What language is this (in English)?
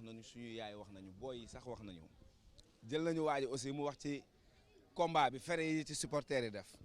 Wolof